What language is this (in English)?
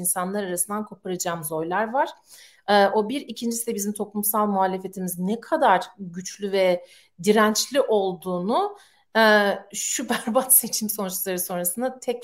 Turkish